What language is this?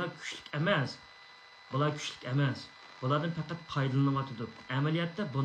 Uyghur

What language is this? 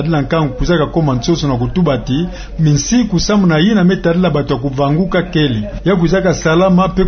Kituba (Democratic Republic of Congo)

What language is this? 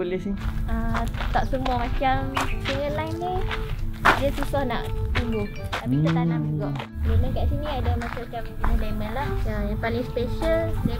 Malay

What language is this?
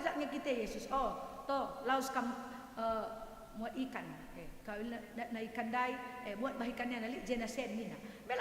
Batak Karo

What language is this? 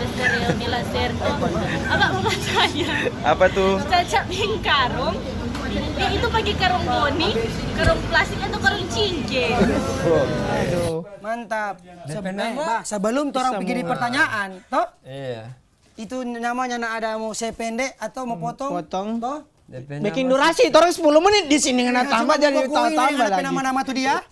Manado Malay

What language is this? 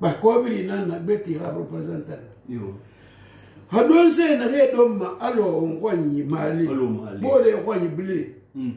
Susu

